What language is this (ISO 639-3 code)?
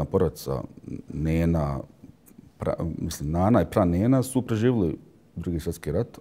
bos